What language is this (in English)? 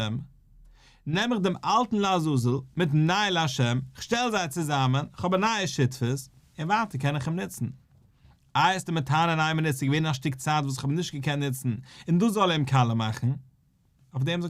Yiddish